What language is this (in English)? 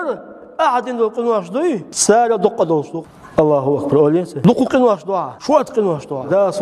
Chechen